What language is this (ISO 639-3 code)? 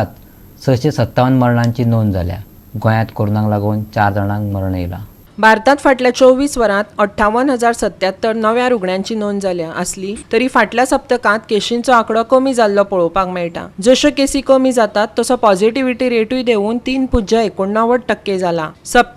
kok